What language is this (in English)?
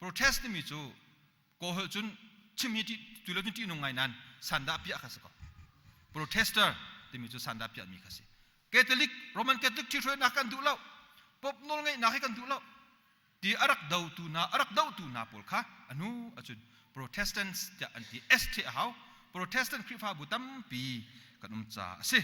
Hakha Chin